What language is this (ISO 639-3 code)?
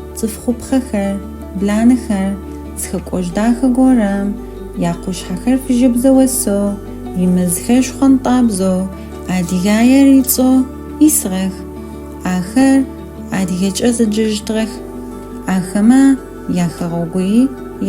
ady